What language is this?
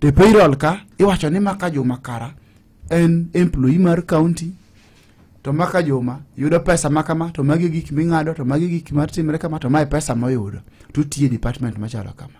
Luo (Kenya and Tanzania)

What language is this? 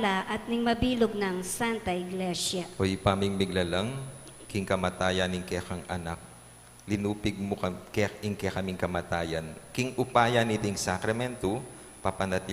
Pampanga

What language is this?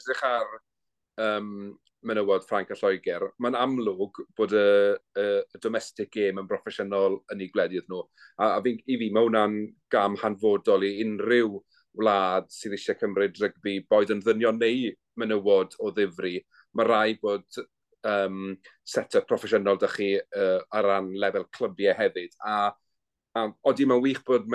Welsh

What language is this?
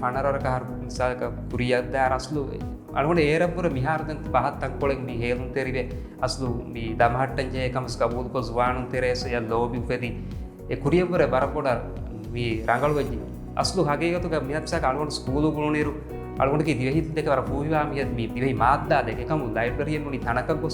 Divehi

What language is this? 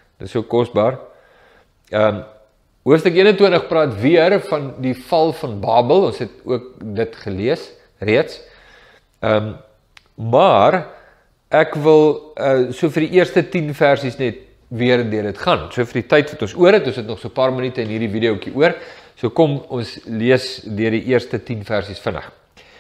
Afrikaans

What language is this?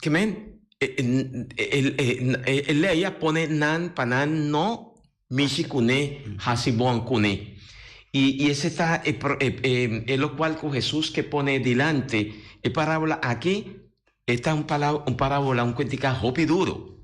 Papiamento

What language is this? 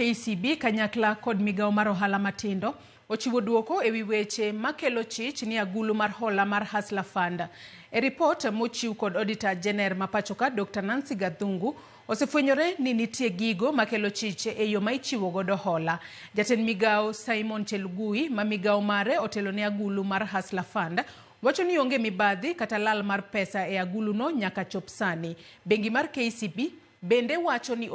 Luo (Kenya and Tanzania)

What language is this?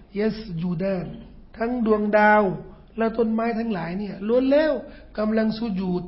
Thai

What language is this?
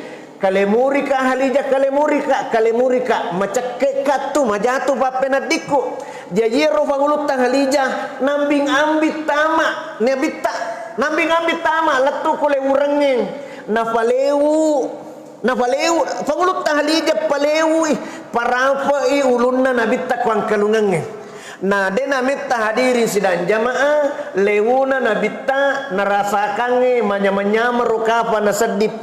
Buginese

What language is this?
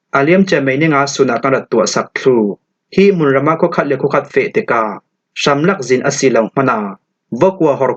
Falam Chin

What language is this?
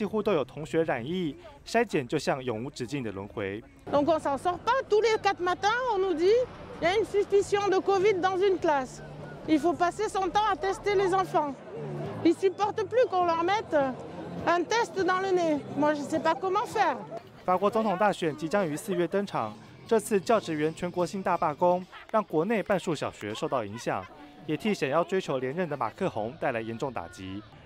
Chinese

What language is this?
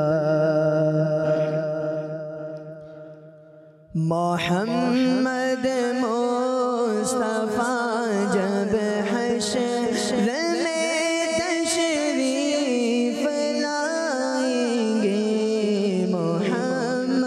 Hindi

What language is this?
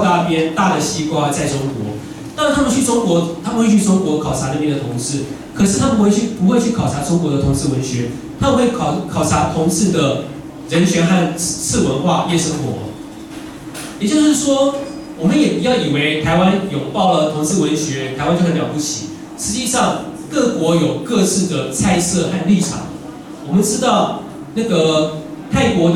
Chinese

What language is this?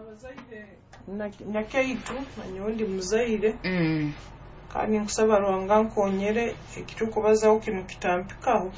Nyoro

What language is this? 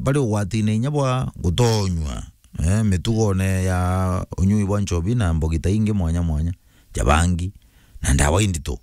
Meru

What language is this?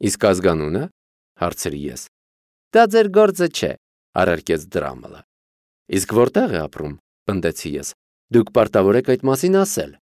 Armenian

